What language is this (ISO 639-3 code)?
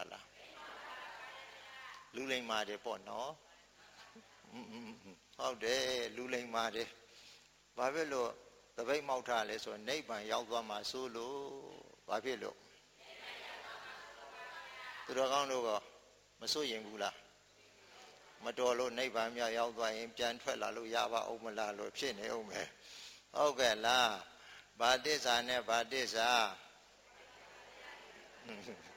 mya